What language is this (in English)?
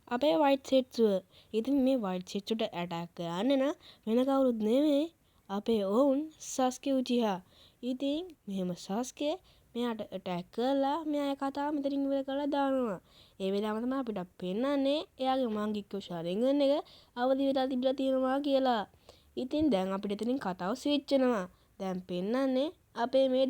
Sinhala